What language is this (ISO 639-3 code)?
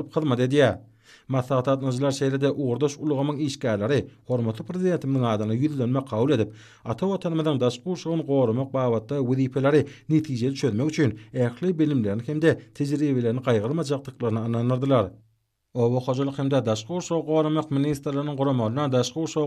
tuk